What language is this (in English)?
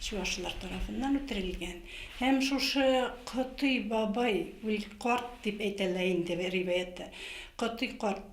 Bashkir